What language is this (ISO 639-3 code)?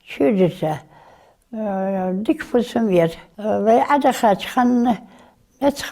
inh